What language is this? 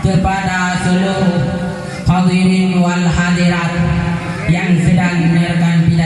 Achinese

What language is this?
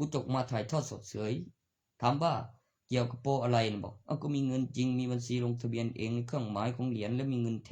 Lao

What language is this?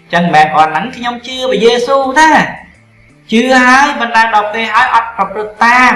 Khmer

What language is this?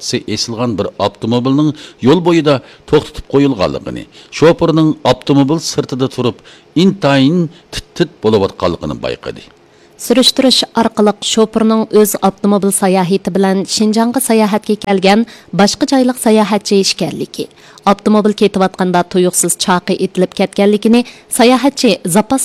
Uyghur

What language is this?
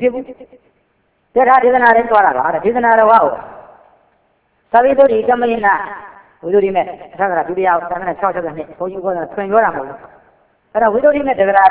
Burmese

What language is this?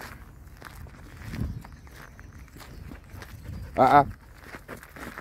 Dutch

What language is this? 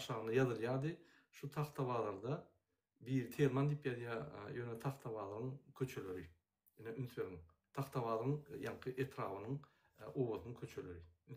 Turkmen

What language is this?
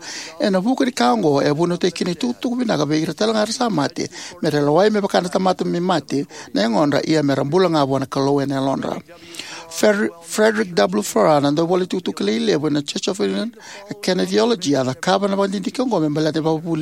Fijian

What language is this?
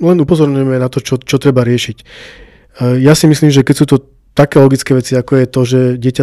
Slovak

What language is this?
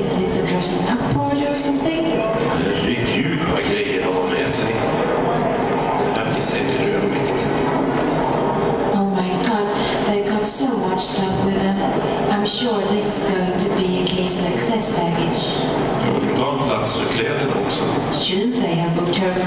Swedish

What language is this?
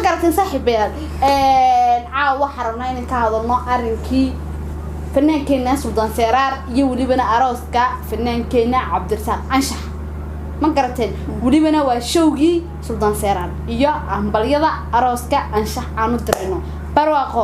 Somali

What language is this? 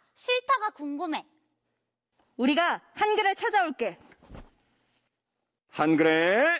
Korean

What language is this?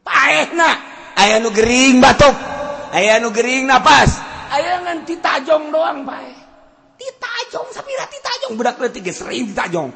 Sundanese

